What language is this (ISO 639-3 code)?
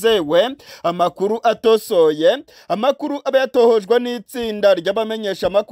kin